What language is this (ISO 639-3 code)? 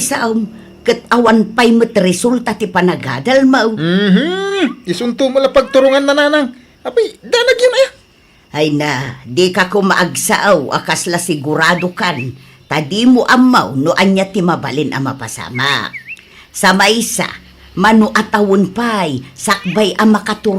ilo